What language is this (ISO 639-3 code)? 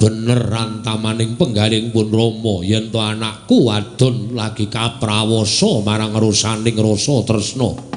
jav